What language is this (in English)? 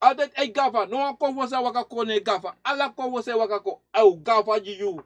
Sranan Tongo